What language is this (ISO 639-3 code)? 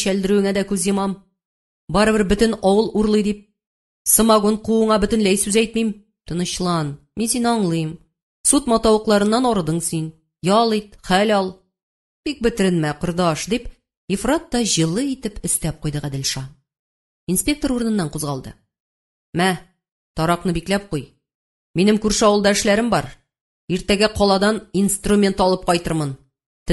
tat